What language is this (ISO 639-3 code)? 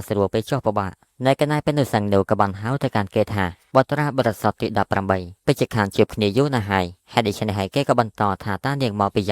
khm